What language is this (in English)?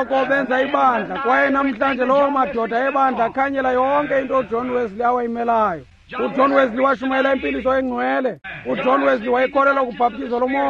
Xhosa